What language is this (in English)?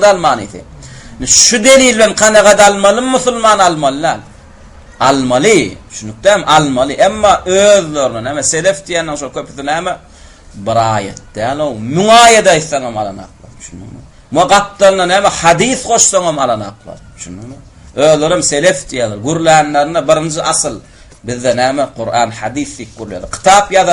Turkmen